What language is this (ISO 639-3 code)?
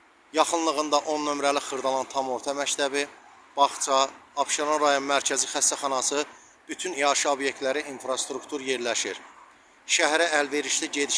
aze